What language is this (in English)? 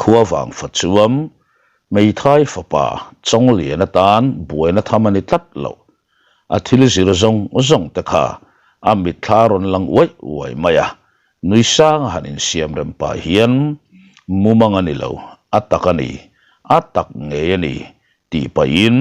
Mizo